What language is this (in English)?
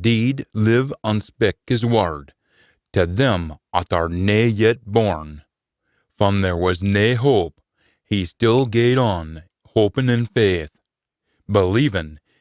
Scots